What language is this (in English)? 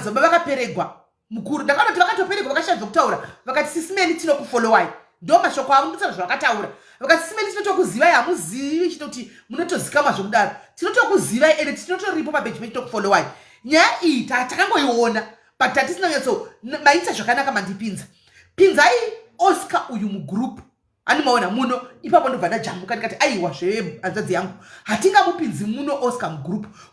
Shona